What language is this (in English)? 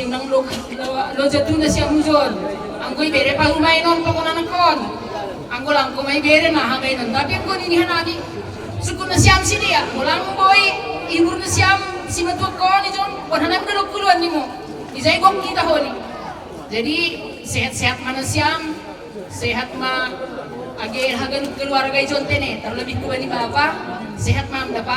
Batak Simalungun